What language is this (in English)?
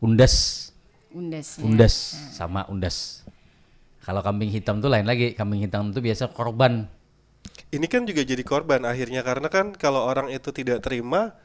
Banjar